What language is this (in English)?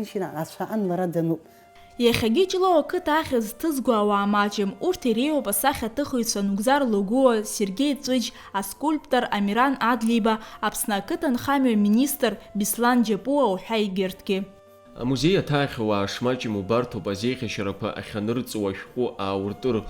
Abkhazian